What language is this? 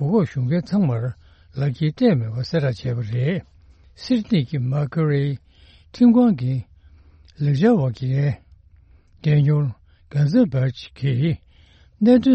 Tibetan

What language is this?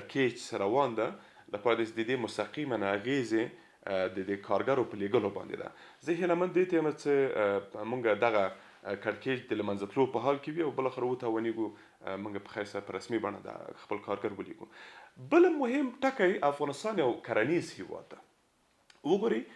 Pashto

